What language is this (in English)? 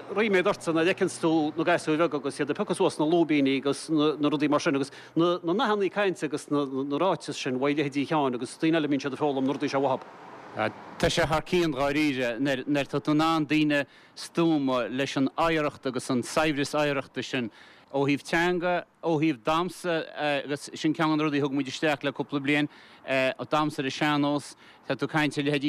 Irish